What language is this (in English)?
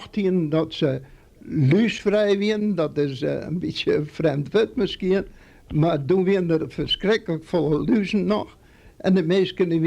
Western Frisian